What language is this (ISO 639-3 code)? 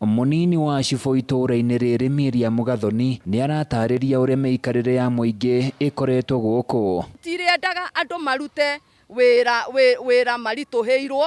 kik